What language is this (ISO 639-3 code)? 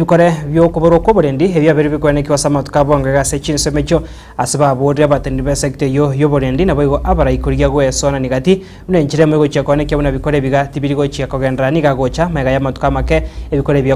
guz